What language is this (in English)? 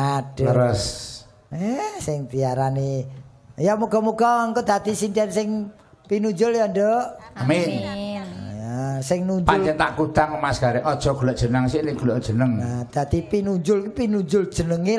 Javanese